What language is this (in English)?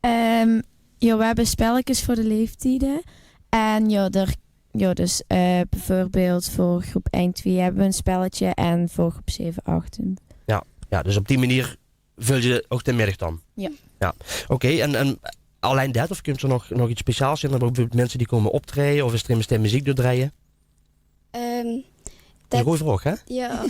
Limburgish